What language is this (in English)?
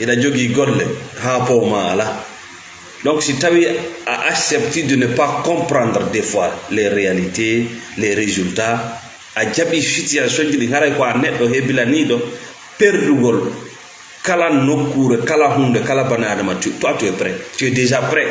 Fula